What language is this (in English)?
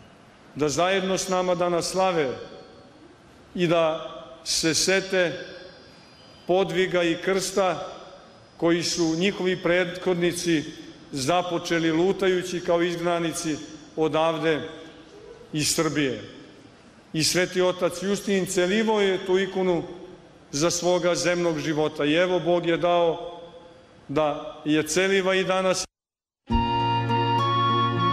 Serbian